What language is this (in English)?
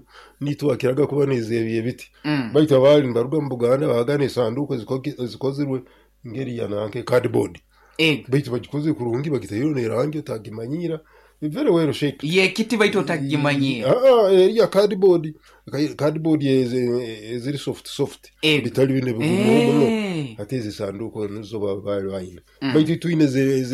Nyoro